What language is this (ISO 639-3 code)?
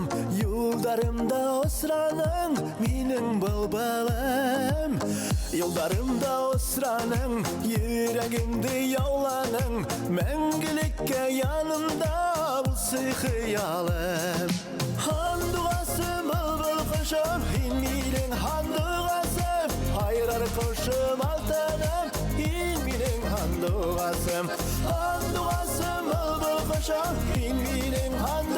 bak